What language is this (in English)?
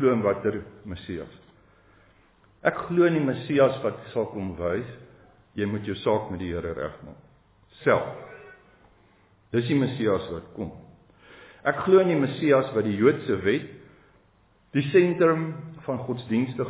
Afrikaans